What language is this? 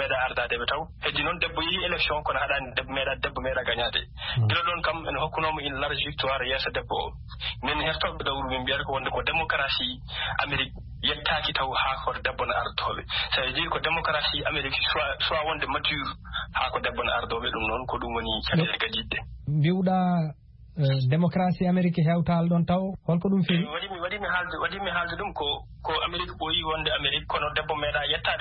Fula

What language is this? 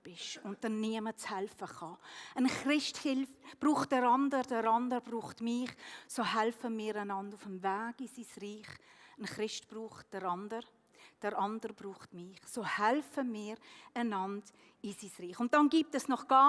Swiss German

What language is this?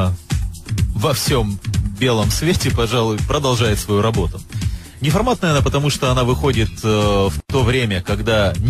Russian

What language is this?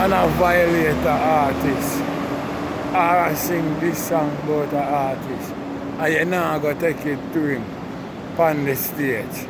Jamaican Creole English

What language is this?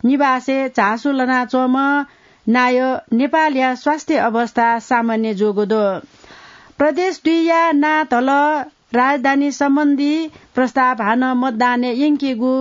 Newari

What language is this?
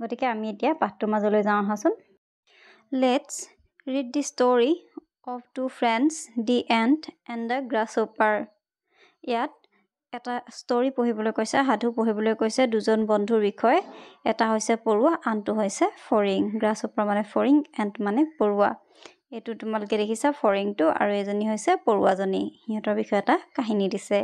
Assamese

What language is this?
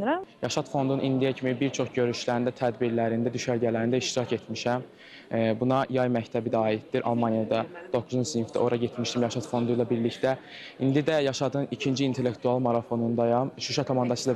Azerbaijani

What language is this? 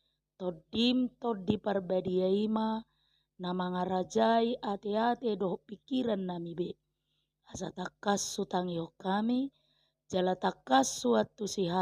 Batak Toba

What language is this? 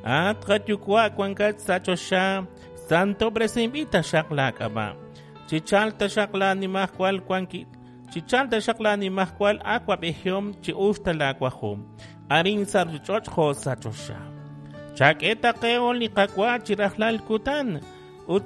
Kekchí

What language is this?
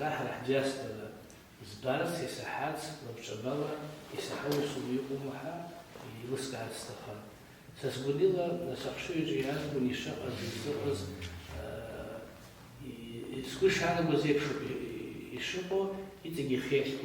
Abkhazian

